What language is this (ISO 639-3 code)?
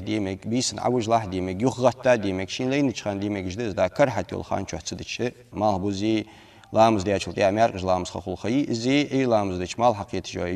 inh